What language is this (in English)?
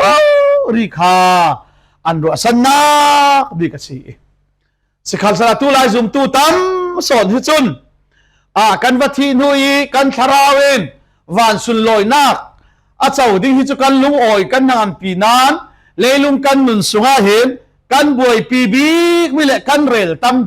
Falam Chin